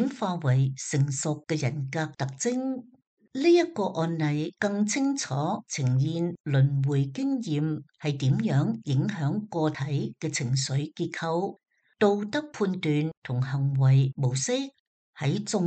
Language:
Cantonese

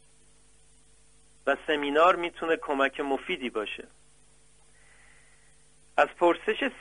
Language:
Persian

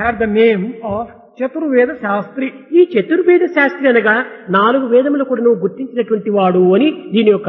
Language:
Telugu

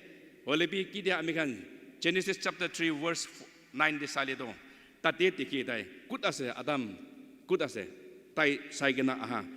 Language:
Naga Pidgin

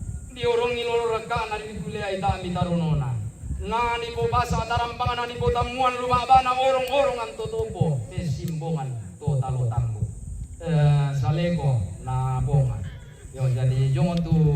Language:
Toraja-Sa'dan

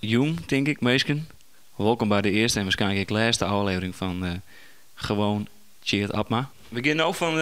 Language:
Western Frisian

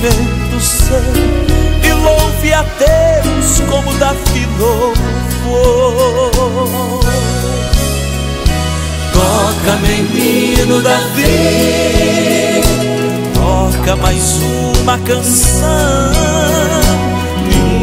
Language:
Portuguese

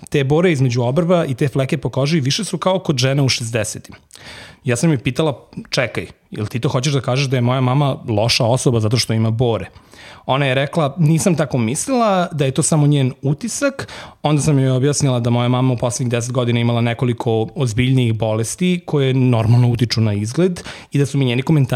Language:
Serbian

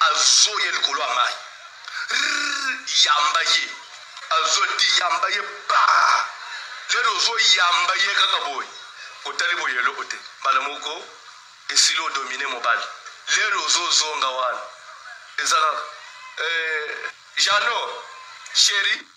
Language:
Lingala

